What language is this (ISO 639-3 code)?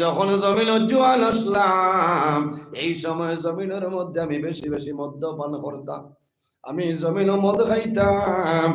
syl